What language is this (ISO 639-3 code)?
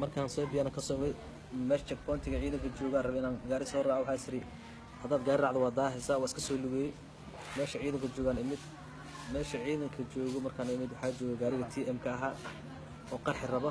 som